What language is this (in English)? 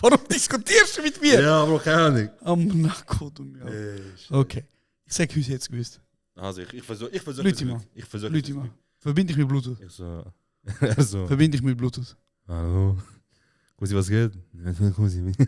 Swiss German